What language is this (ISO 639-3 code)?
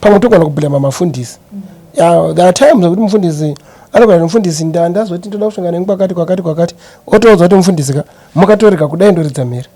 sna